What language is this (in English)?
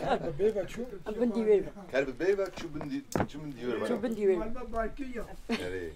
Kurdish